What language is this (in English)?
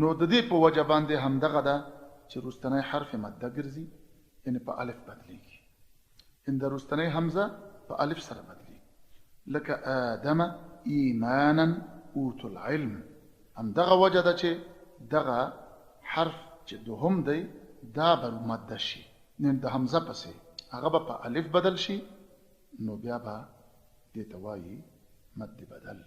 Pashto